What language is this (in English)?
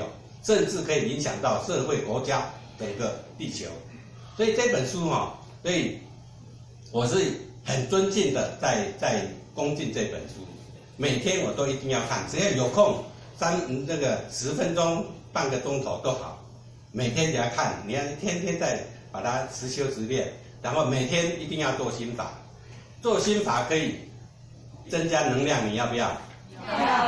Chinese